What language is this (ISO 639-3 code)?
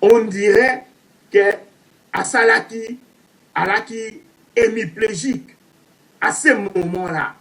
lin